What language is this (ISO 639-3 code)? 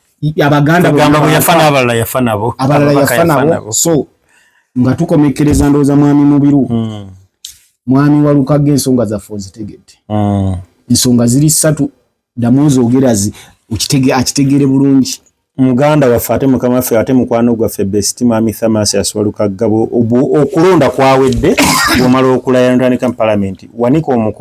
lug